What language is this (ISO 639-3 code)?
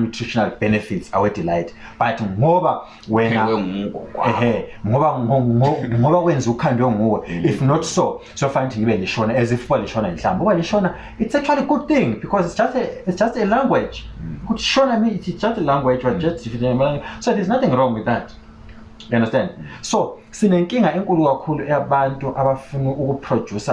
zul